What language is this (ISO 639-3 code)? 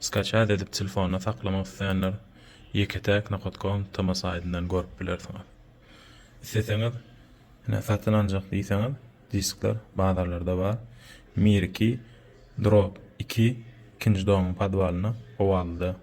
tuk